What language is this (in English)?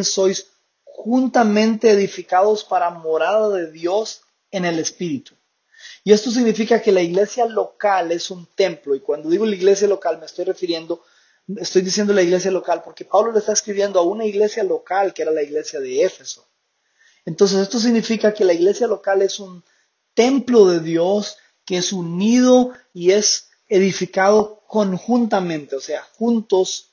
Spanish